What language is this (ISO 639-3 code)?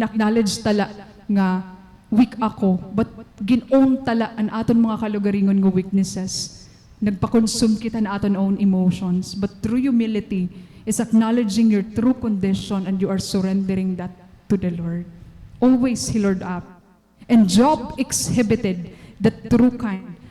war